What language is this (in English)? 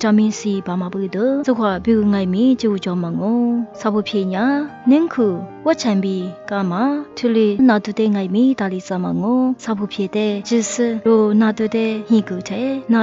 Lisu